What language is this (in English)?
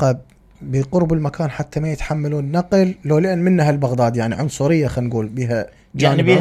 Mesopotamian Arabic